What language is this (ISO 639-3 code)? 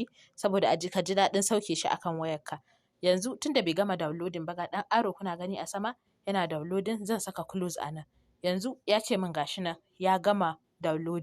hau